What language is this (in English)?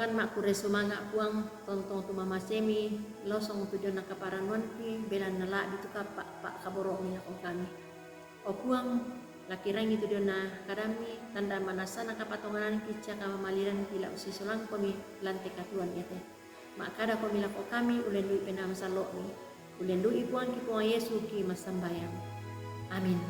Toraja-Sa'dan